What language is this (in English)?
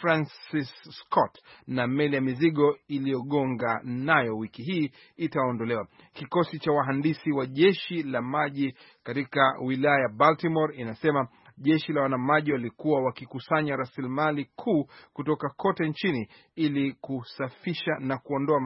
Swahili